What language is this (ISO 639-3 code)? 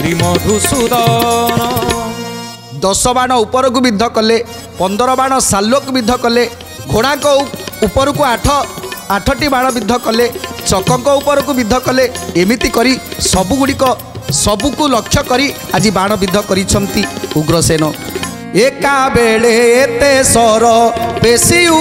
ori